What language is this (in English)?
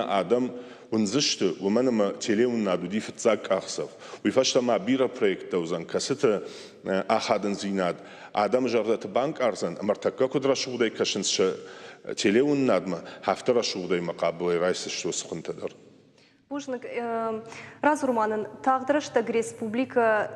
Ossetic